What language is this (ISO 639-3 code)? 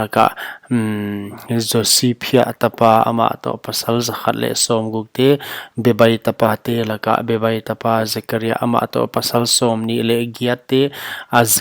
pck